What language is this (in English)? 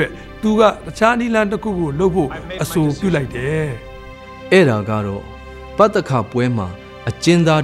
Burmese